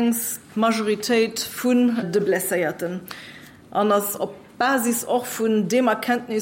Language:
Luxembourgish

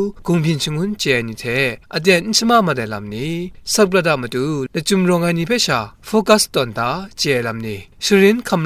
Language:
Kachin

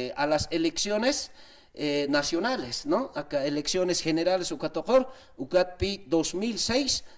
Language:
Aymara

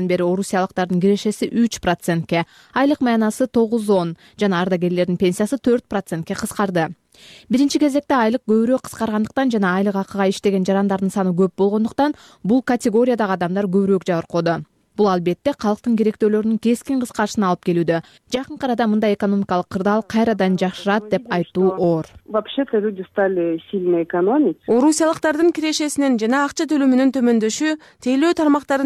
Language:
Kyrgyz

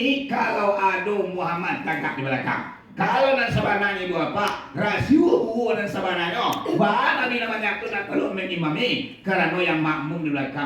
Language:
Minangkabau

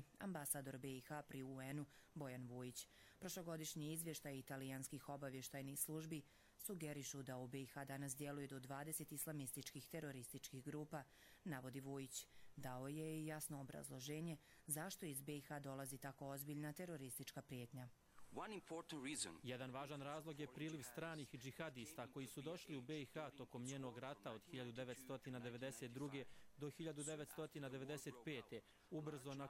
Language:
Bosnian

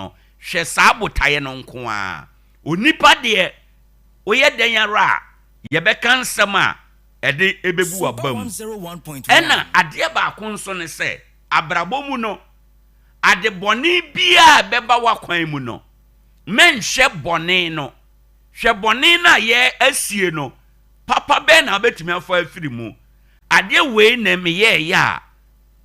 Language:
Akan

